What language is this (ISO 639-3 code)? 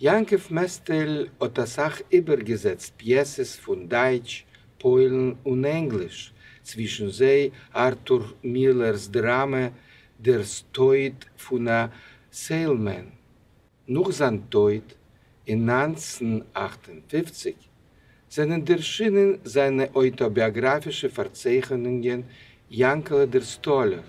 yid